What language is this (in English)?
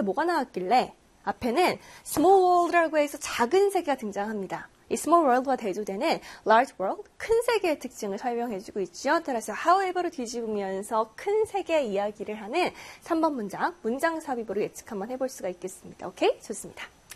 Korean